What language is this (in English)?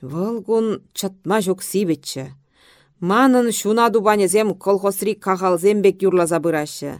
Chuvash